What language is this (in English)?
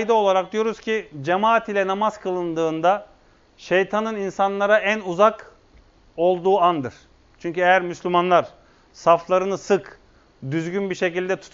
Turkish